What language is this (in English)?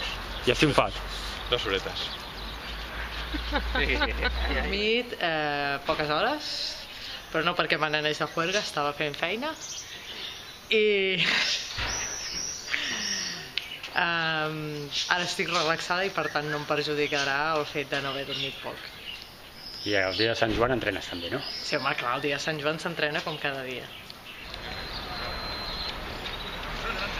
Catalan